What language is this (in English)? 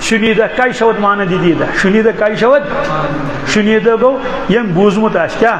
Kashmiri